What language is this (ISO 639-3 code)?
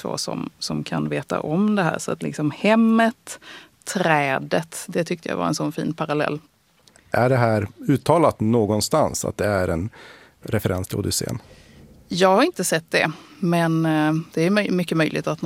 swe